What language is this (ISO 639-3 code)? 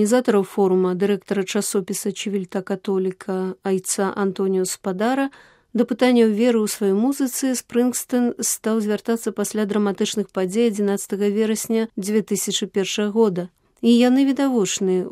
bel